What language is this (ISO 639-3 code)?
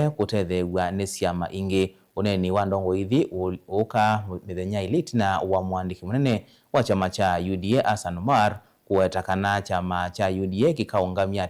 kam